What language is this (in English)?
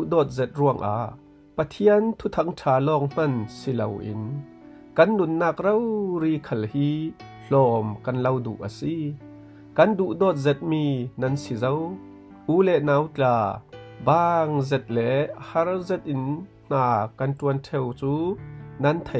Falam Chin